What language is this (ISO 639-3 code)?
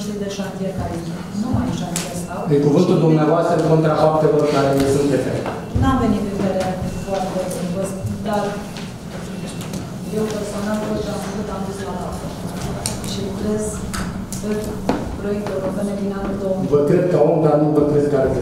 ron